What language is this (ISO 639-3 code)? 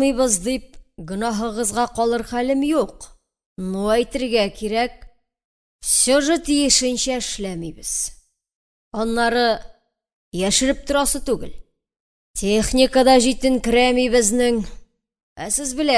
tat